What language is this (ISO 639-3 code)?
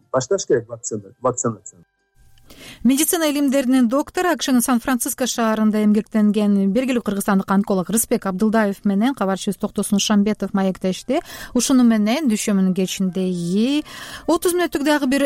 kir